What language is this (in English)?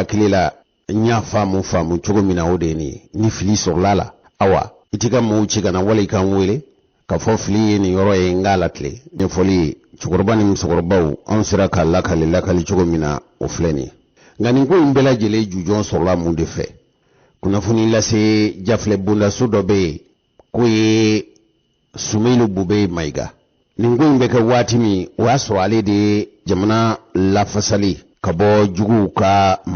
Bambara